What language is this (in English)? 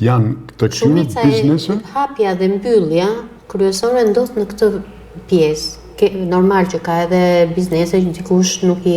Albanian